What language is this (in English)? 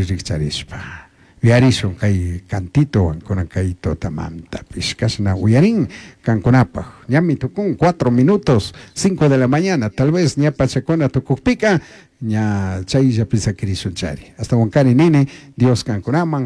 Chimborazo Highland Quichua